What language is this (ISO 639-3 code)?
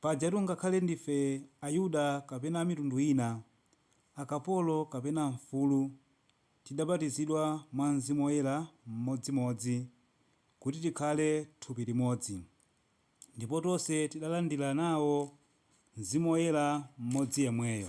nya